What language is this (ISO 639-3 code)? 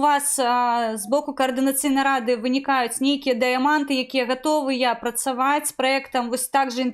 bel